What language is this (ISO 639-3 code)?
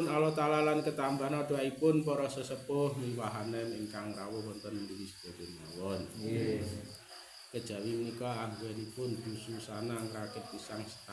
jav